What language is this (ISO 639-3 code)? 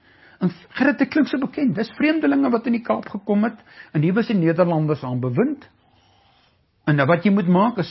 afr